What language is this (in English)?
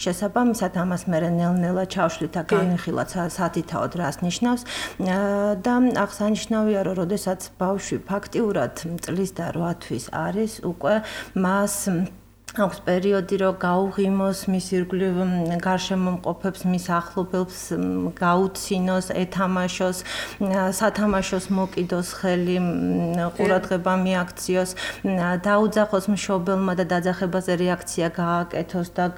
Georgian